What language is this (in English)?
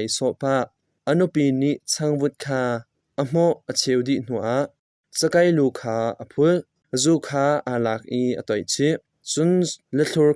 Hakha Chin